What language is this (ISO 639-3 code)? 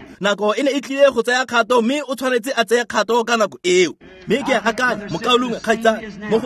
tsn